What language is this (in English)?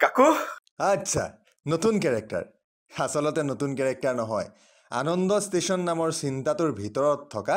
Assamese